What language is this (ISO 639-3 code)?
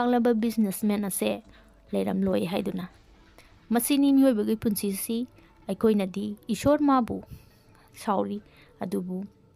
mni